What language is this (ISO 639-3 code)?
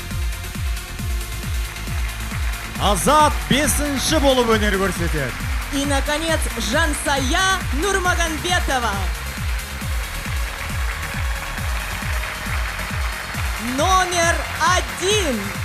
kaz